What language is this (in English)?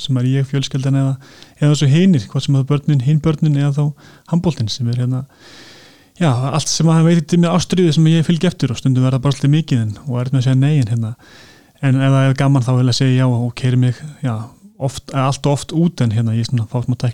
Icelandic